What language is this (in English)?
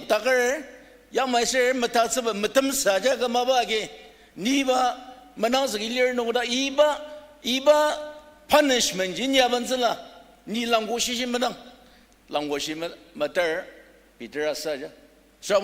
Ao Naga